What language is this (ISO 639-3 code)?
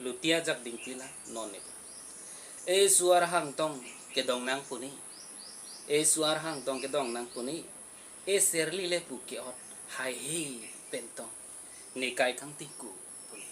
mjw